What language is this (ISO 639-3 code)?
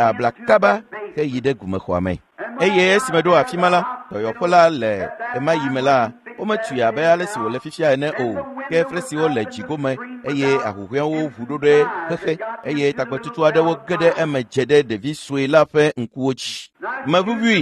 ewe